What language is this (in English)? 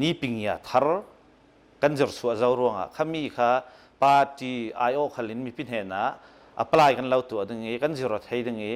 Hakha Chin